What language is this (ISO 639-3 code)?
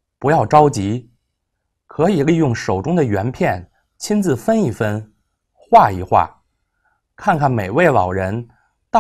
zho